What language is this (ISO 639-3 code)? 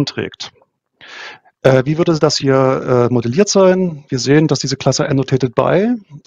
deu